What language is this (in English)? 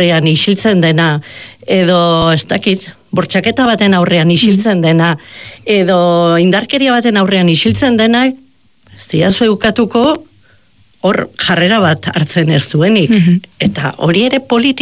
Basque